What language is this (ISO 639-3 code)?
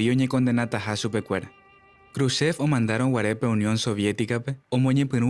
grn